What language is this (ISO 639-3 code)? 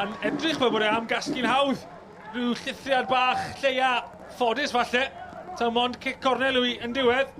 cym